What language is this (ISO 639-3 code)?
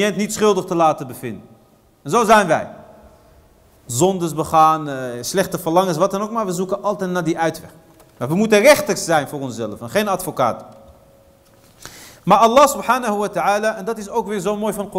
nld